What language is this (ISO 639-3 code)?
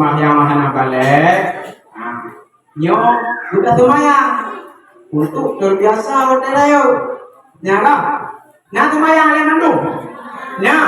ace